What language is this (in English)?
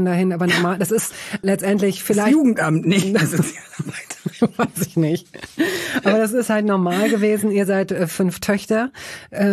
German